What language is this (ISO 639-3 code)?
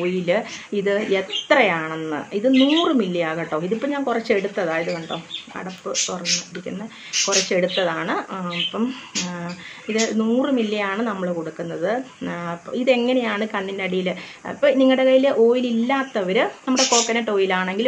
mal